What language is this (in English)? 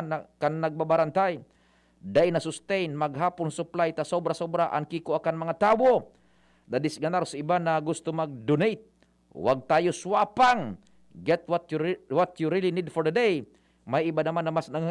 Bikol